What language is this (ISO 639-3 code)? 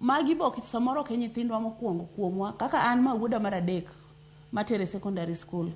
luo